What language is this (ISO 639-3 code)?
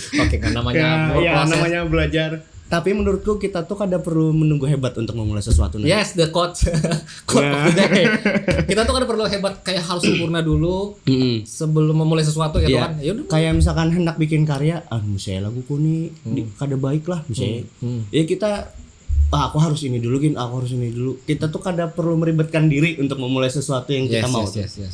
bjn